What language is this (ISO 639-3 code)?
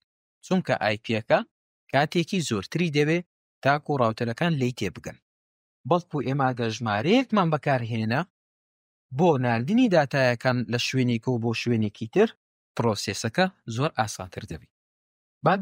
ckb